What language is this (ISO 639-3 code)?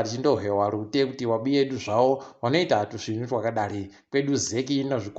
ndc